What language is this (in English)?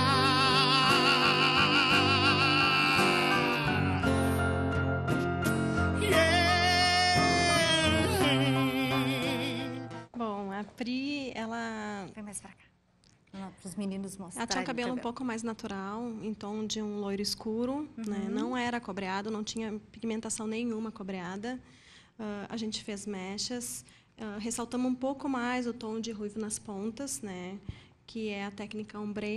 Portuguese